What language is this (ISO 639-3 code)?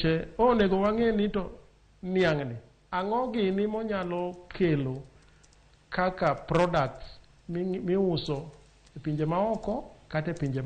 luo